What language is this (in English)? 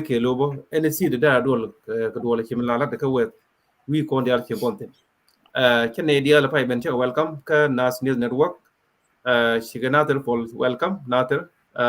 Nuer